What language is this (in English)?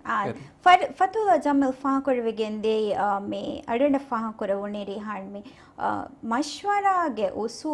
Divehi